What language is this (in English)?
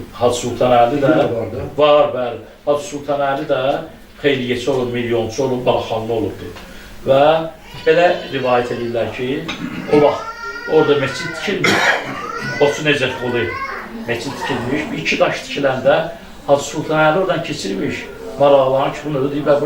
Azerbaijani